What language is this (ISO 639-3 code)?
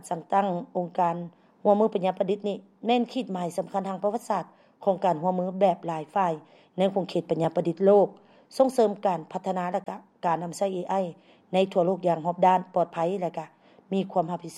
lao